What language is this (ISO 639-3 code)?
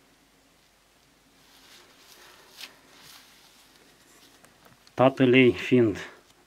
ron